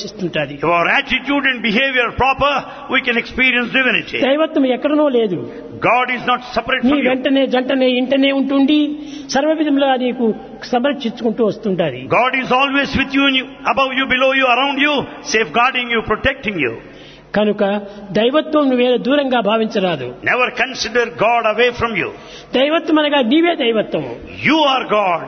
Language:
Telugu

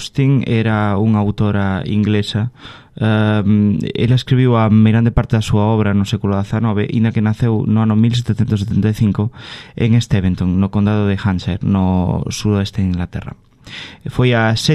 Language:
Galician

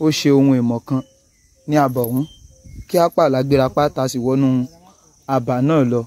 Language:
Yoruba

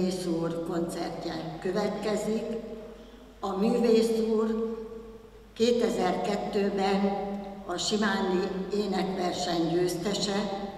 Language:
Hungarian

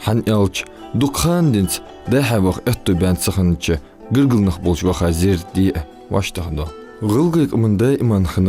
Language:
Ingush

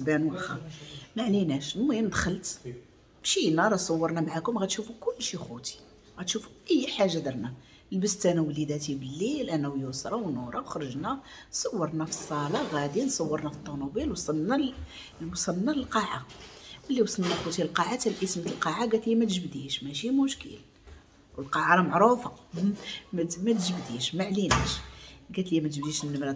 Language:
Moroccan Arabic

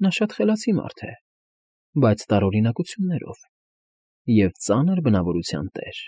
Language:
Armenian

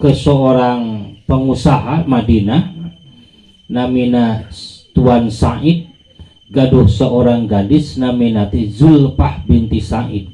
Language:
Sundanese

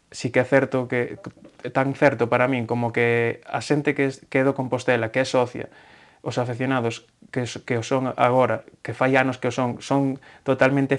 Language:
Galician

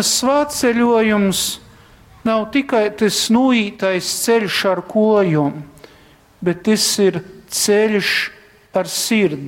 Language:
Latgalian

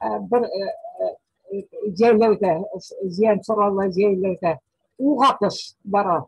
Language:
Bashkir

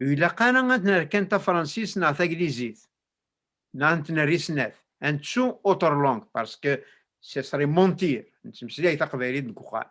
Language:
Kabyle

